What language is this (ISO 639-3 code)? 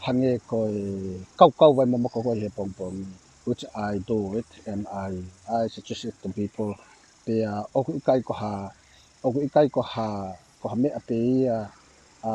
ton